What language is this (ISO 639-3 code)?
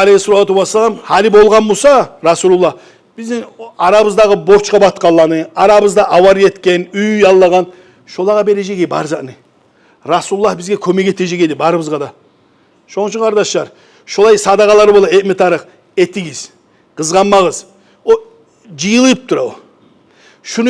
kum